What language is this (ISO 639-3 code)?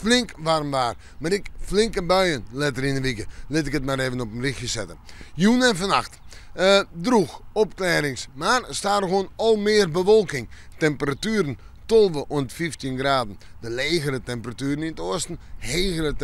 fry